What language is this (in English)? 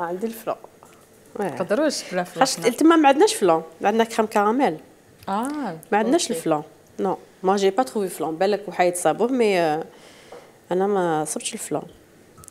Algerian Arabic